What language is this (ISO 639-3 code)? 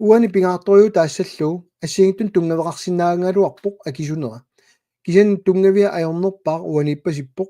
kal